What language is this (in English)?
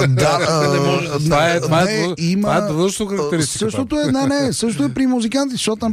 Bulgarian